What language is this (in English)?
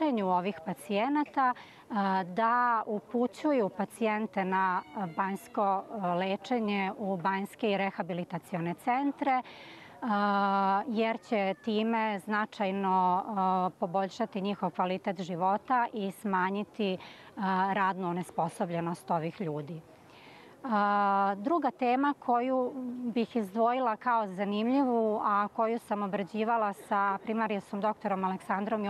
Serbian